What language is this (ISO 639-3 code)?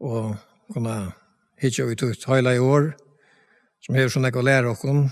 fao